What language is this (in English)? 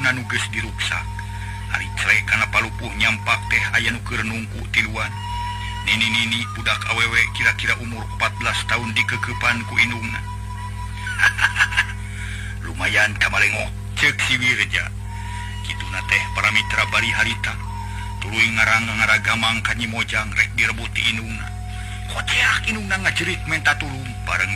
Sundanese